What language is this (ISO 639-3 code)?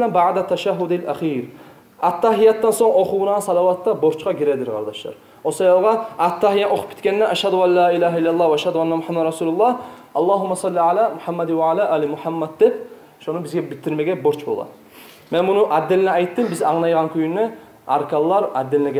kum